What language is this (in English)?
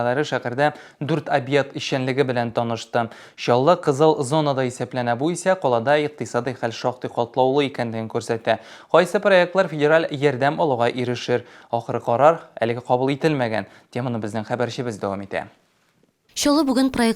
Tatar